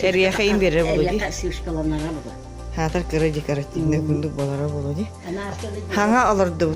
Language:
Yakut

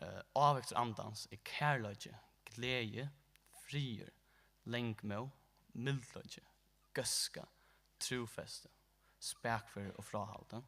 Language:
Faroese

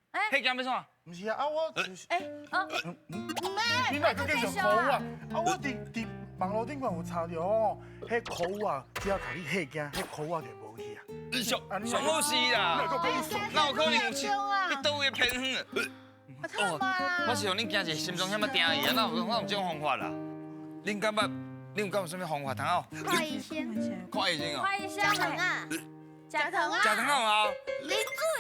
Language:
Min Nan Chinese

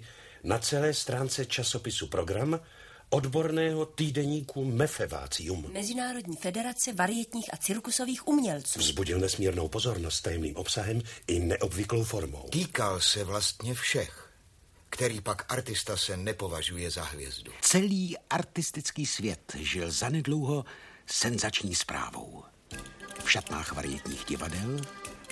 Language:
Czech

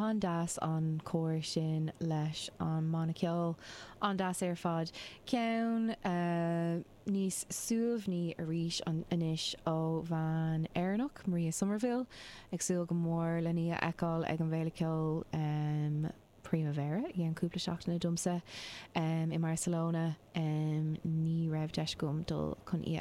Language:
Irish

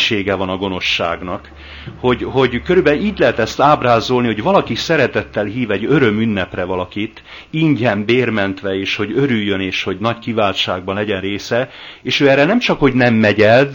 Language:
Hungarian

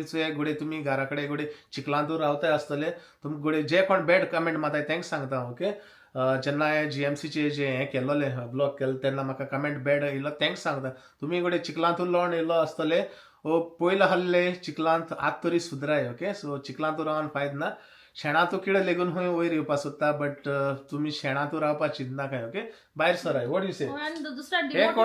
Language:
Konkani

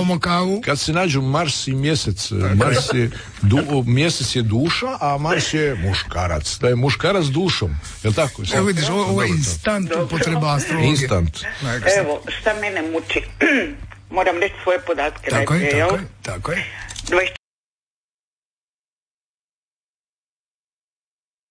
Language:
Croatian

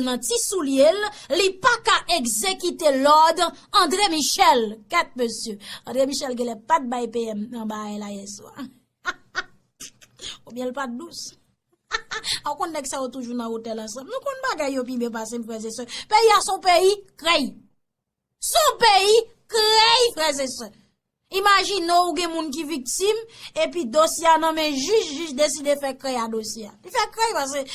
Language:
Haitian Creole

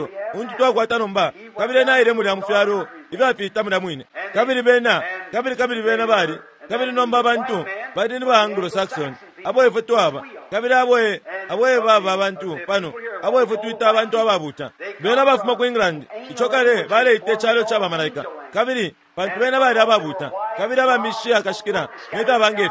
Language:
Bemba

